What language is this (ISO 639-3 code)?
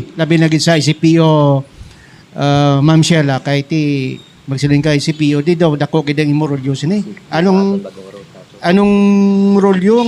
hil